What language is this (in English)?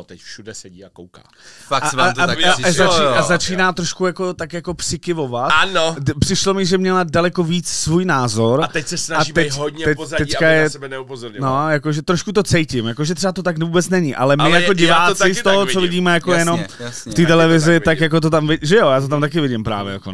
Czech